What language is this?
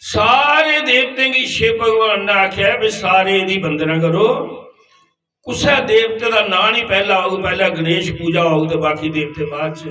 Dogri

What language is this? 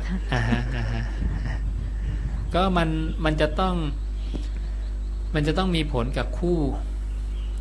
Thai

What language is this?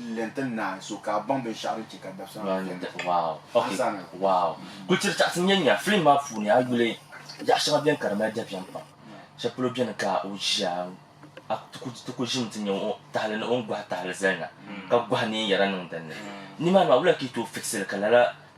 Dagbani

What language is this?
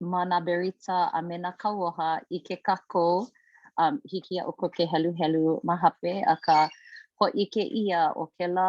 Hawaiian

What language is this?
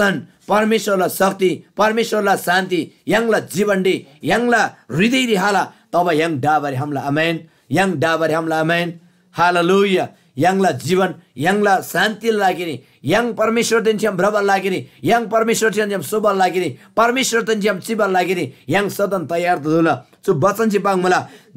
Eastern Tamang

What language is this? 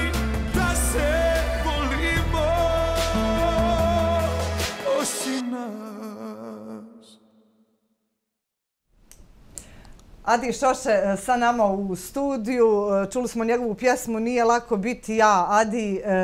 Bosnian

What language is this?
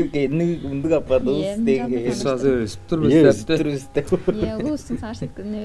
Tuvinian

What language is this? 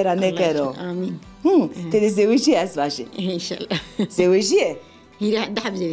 Zaza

